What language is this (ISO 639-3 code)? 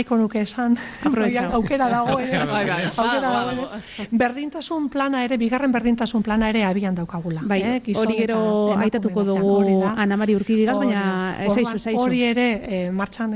eus